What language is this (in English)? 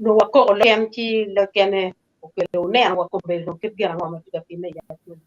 Acoli